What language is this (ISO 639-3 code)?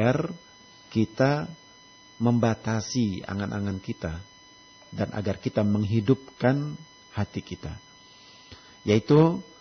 ind